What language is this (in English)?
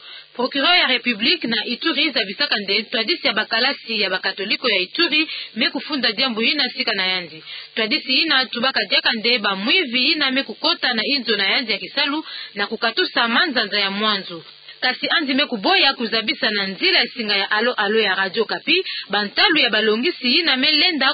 Kituba (Democratic Republic of Congo)